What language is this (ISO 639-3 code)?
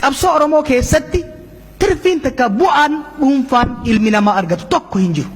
orm